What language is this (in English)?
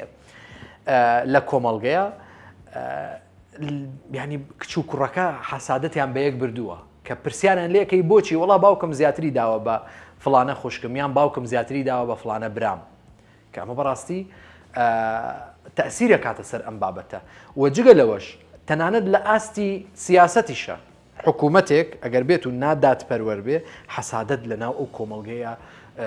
Central Kurdish